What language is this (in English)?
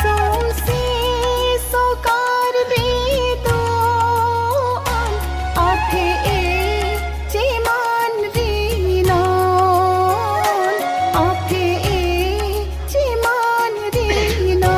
Karbi